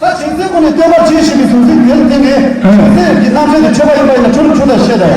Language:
Tibetan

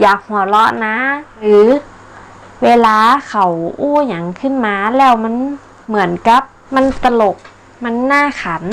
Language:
Northern Thai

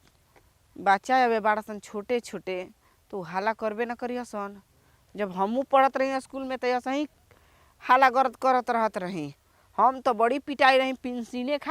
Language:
Bhojpuri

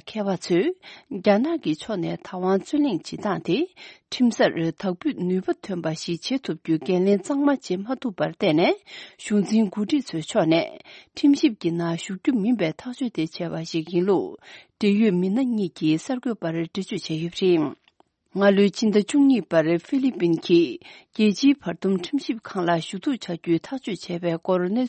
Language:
Tibetan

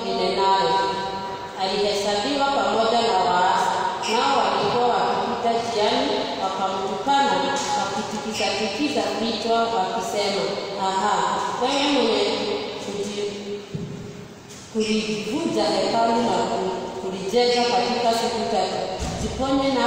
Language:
Swahili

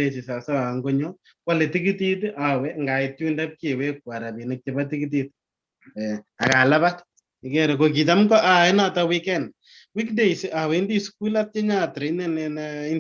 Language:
Kalenjin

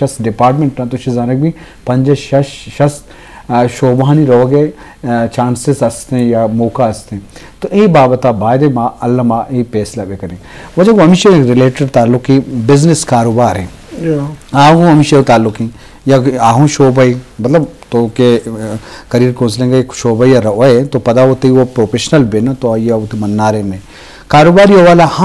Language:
Baluchi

